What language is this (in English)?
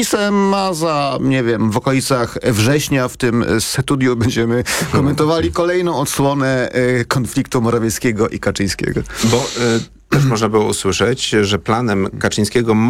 Polish